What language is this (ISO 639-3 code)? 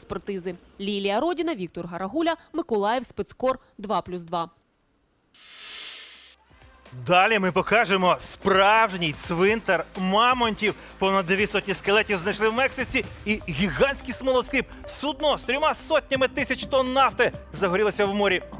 ukr